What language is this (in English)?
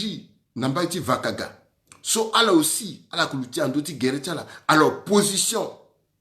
Sango